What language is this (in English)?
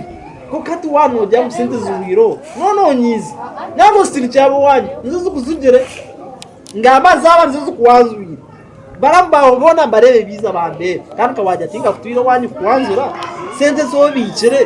Nyankole